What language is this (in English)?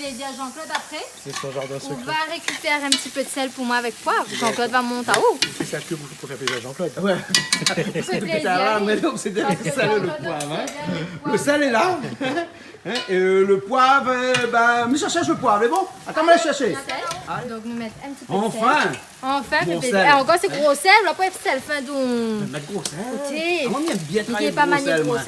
Réunion Creole French